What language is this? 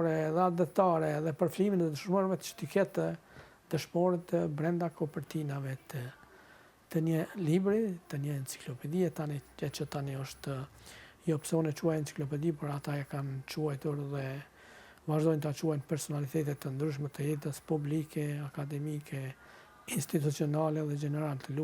Albanian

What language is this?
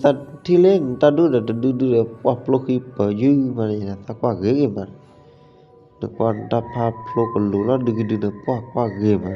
S'gaw Karen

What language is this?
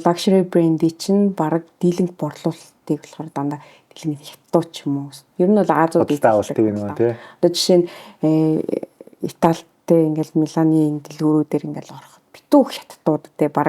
Mongolian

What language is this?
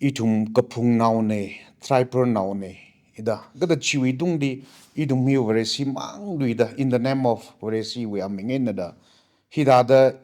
Tangkhul Naga (India)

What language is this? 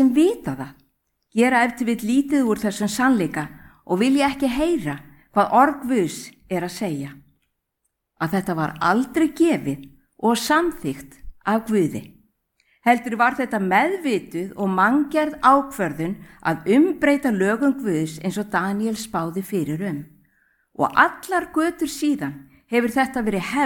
Icelandic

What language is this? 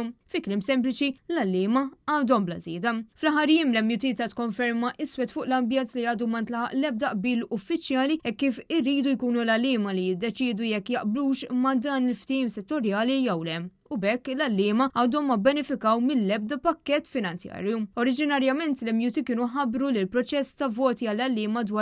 Maltese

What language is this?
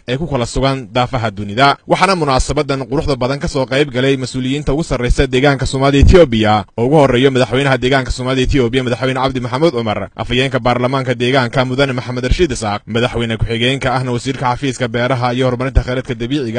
Somali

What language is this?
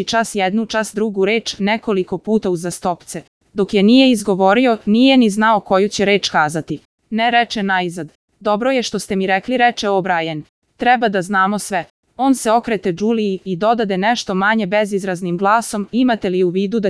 Serbian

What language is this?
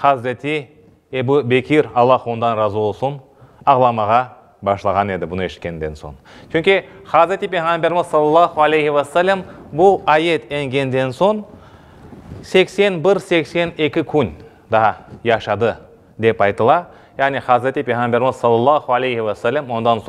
Crimean Tatar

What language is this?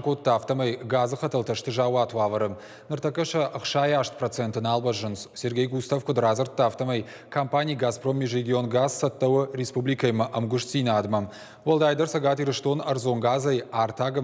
Ossetic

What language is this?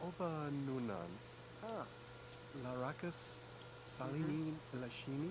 Bavarian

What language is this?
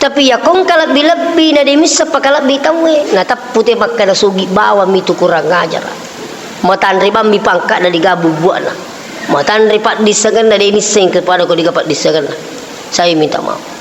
Buginese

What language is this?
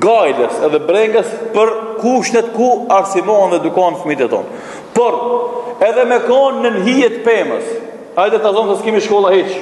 Albanian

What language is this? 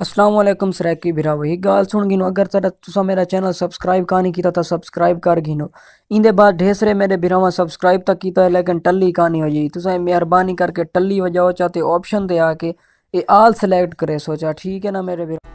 Saraiki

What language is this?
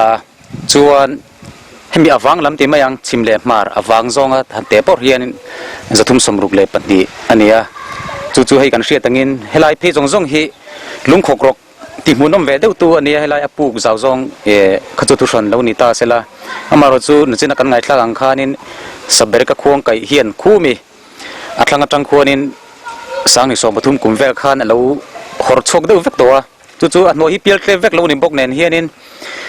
Mizo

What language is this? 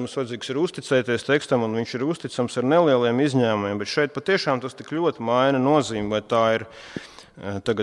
Latvian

